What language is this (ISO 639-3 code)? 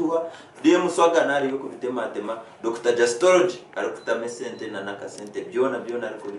nyn